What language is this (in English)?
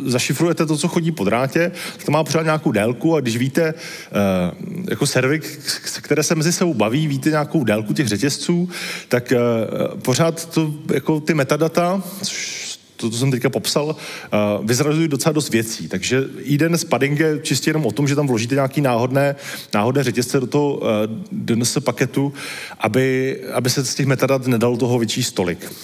Czech